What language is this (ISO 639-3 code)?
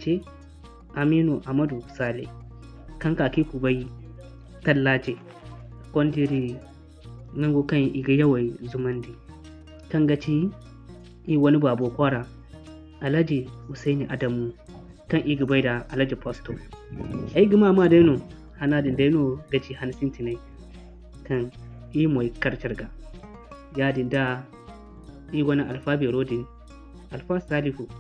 dje